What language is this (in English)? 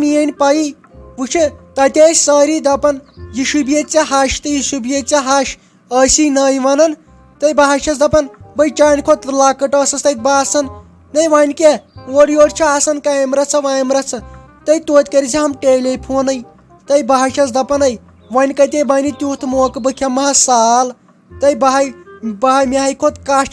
Kashmiri